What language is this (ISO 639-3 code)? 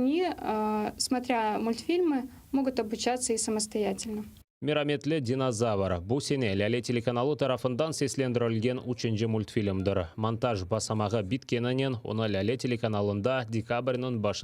crh